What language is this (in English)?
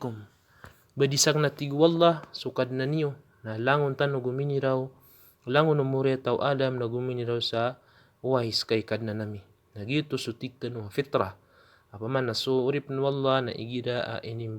Maranao